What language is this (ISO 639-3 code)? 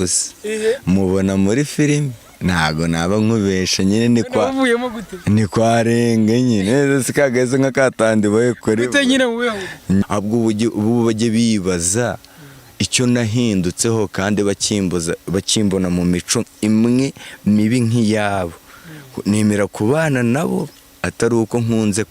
kin